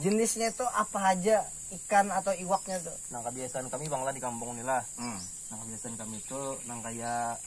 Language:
Banjar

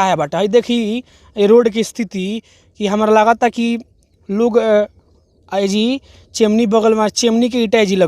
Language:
Bhojpuri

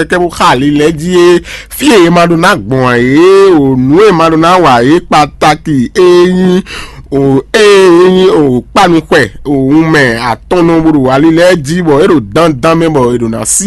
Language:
Fon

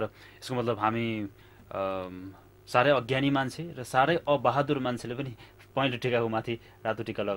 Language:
Nepali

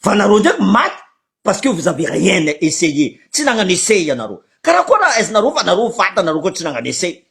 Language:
Malagasy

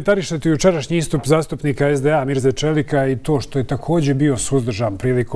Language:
Bosnian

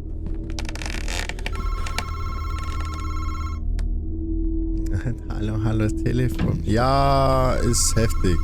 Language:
Bavarian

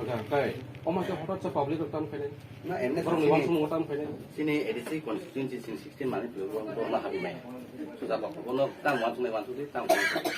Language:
Kok Borok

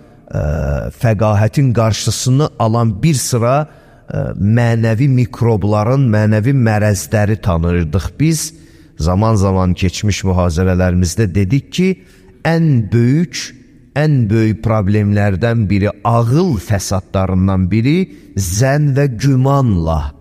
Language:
Azerbaijani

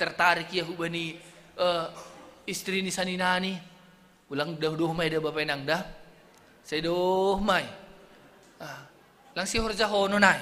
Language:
Batak Simalungun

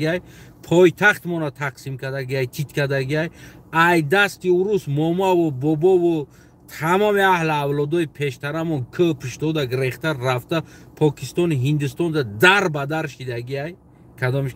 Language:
Tajik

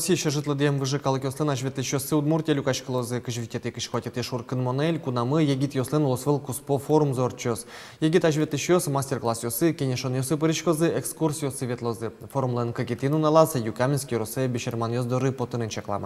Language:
Udmurt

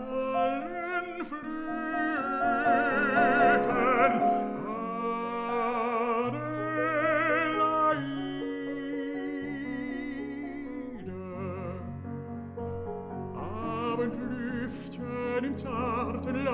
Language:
Icelandic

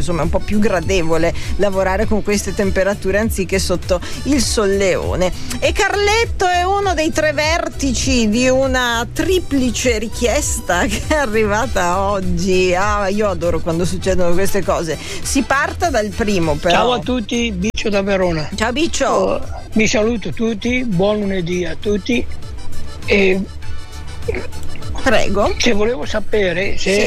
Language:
Italian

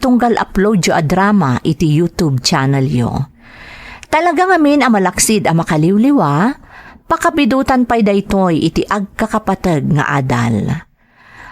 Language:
Iloko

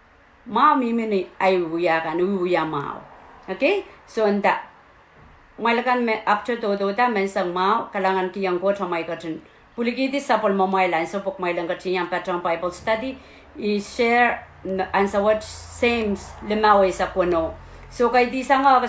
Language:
Pohnpeian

